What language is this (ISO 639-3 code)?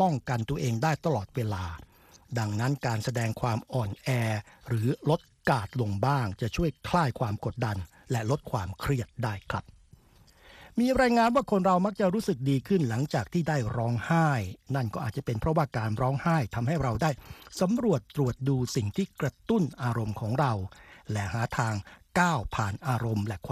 tha